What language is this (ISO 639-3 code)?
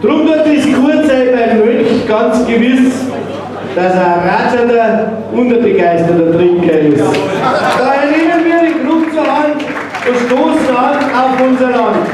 bar